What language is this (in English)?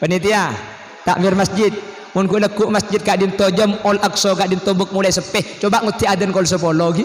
Madurese